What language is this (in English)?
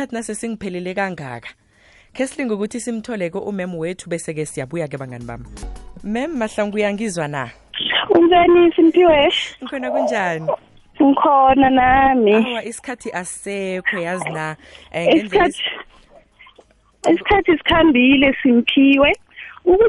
South Ndebele